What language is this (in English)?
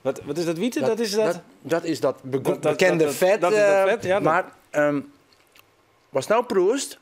Western Frisian